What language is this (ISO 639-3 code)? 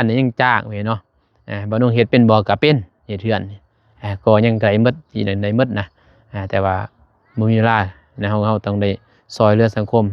lao